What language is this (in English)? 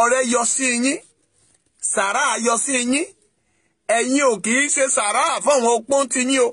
Yoruba